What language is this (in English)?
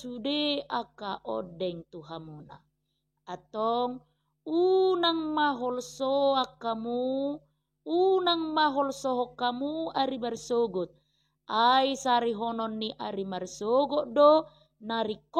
Batak Toba